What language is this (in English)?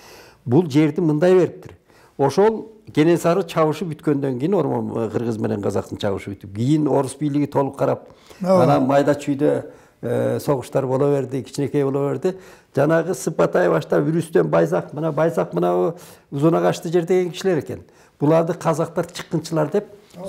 Kyrgyz